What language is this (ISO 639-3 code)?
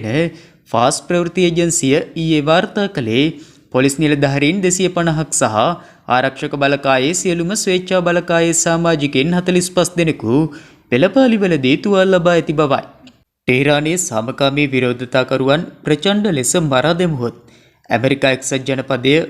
sin